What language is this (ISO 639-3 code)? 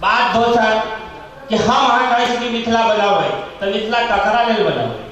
mai